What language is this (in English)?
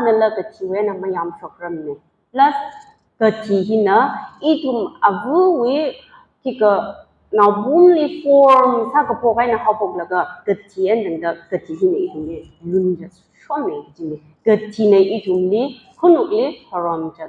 Tangkhul Naga (India)